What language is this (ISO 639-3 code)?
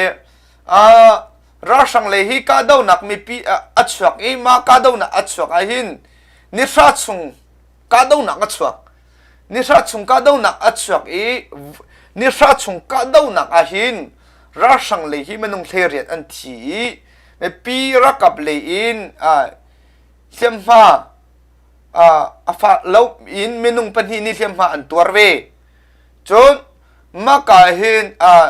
cnh